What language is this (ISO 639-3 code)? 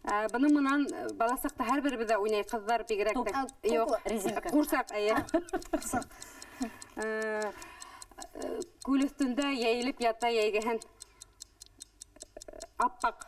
bak